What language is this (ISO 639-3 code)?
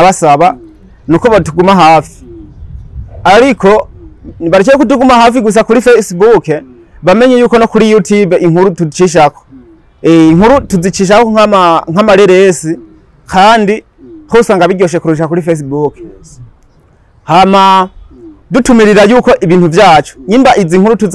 run